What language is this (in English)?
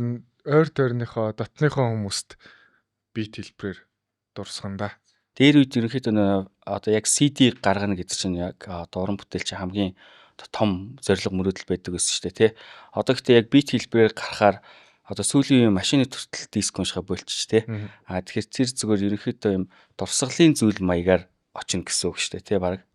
Mongolian